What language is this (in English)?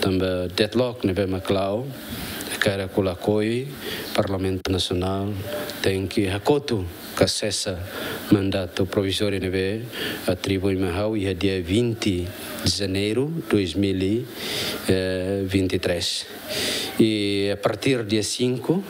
Tetum